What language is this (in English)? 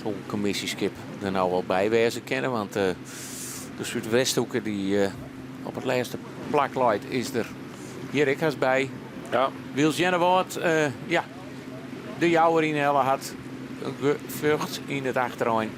Western Frisian